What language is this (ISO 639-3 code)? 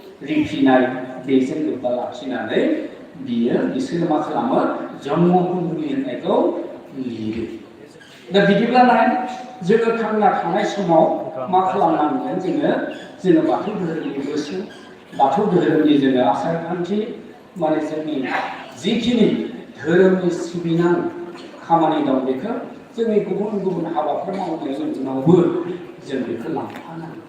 brx